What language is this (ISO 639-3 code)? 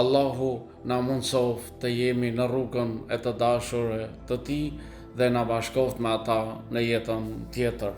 sqi